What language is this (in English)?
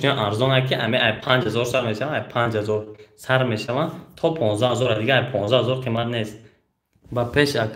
Tajik